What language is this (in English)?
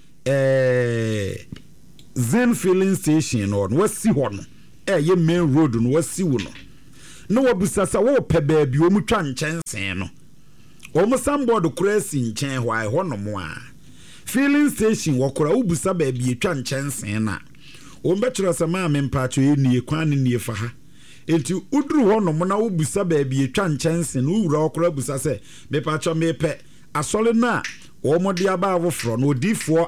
Akan